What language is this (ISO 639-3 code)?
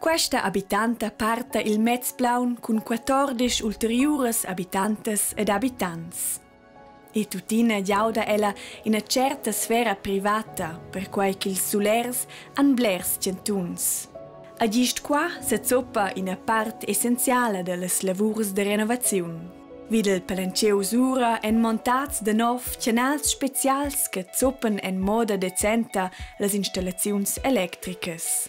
roh